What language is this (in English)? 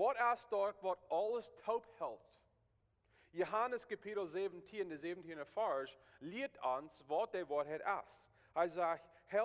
Plautdietsch